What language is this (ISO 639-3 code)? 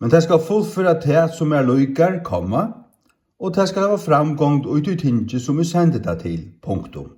fao